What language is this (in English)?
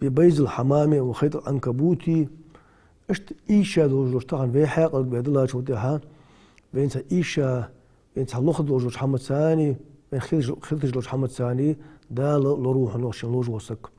Ingush